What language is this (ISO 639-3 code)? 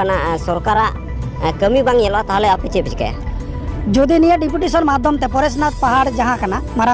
sat